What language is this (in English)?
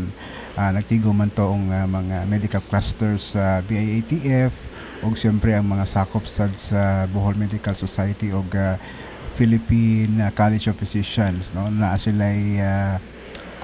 Cebuano